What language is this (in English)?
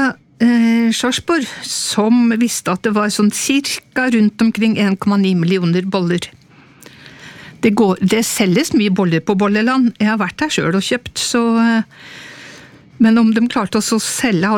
Norwegian